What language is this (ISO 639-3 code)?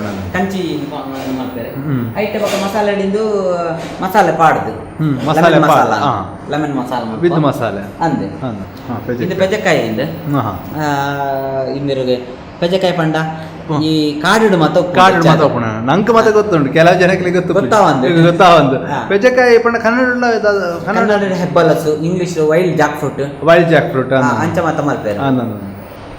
tcy